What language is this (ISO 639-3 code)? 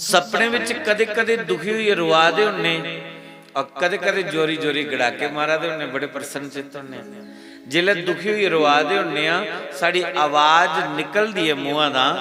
doi